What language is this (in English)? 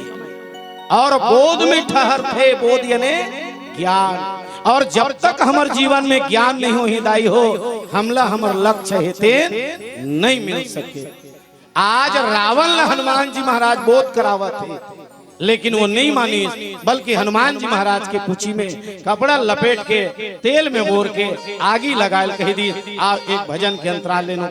Chhattisgarhi